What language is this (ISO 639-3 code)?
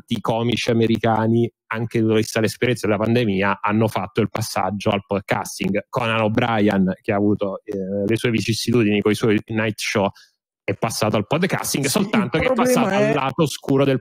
ita